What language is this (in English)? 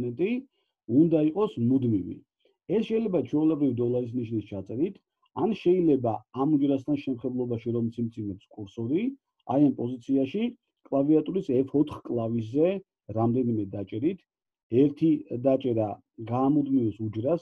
Georgian